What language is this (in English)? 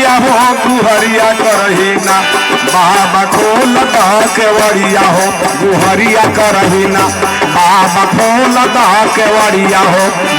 Magahi